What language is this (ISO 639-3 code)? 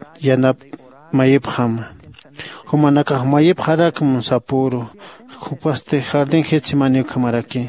aym